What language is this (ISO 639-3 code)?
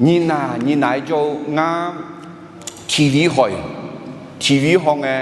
ahk